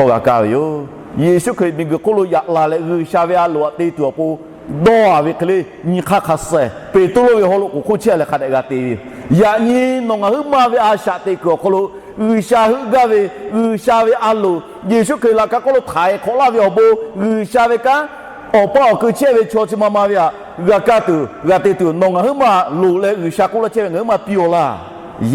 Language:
Lahu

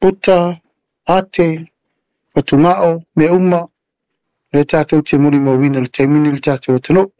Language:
Samoan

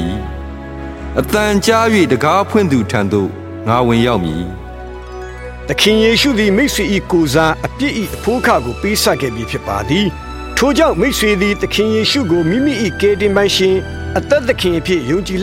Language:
Burmese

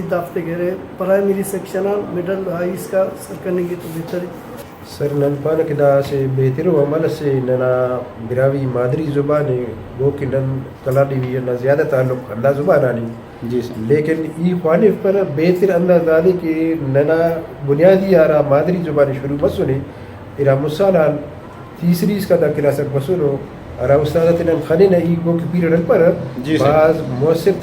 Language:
Brahui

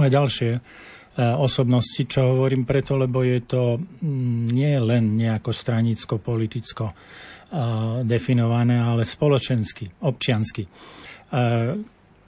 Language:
Slovak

